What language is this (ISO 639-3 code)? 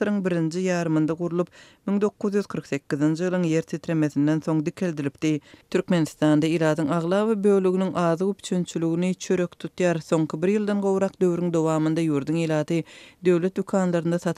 tuk